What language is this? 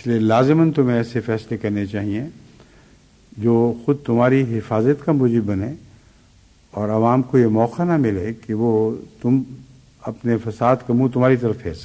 Urdu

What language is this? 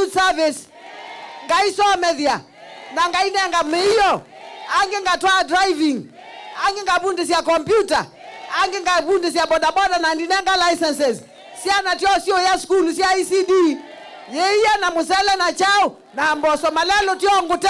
Kamba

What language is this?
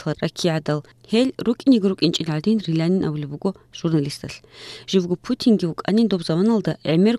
Avaric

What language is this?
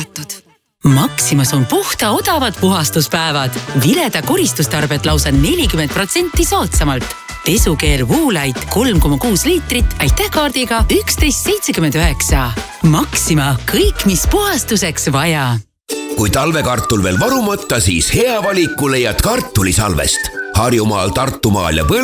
Estonian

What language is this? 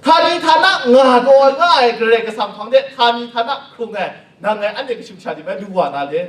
Kachin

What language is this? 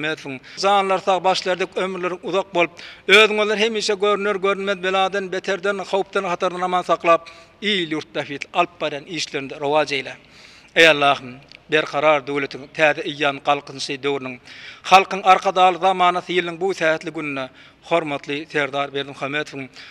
Turkmen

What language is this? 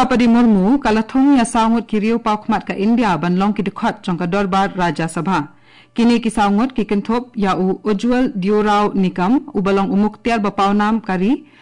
Khasi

